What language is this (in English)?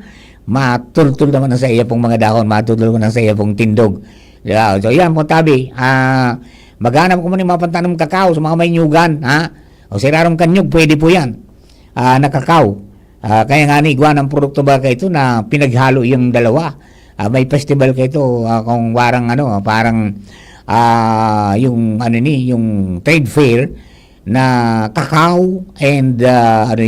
Bikol